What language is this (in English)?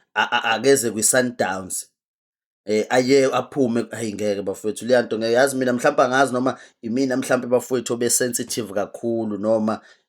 Zulu